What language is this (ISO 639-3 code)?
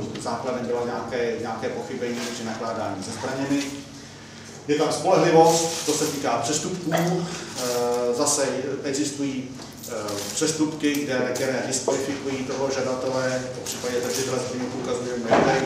ces